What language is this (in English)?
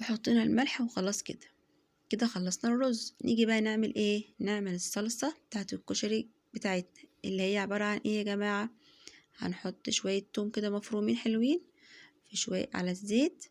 Egyptian Arabic